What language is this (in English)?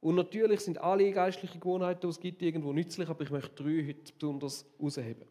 Swiss German